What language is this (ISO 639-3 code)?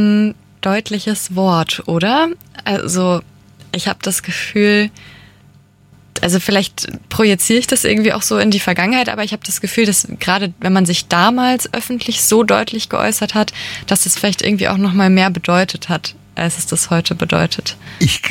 deu